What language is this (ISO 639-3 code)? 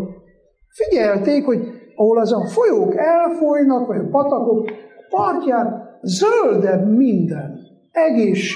hun